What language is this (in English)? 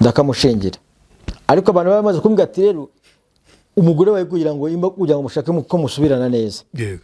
Kinyarwanda